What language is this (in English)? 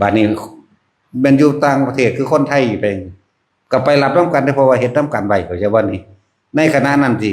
Northeastern Thai